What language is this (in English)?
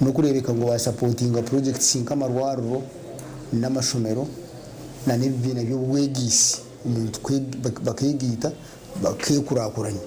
Nyankole